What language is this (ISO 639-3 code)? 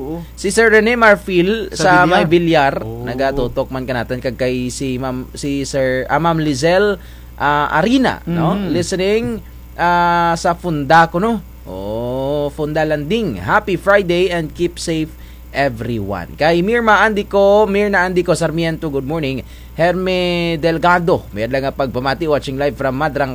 krj